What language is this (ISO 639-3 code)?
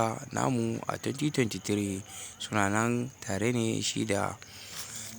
hau